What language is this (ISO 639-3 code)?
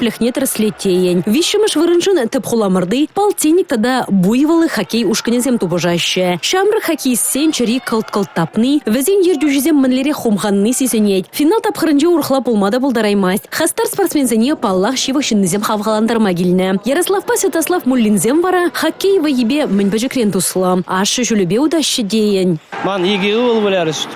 chv